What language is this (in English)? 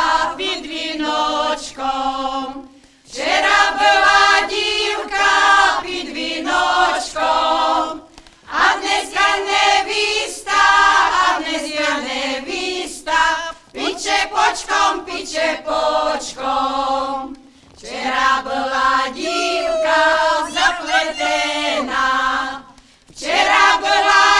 Rusyn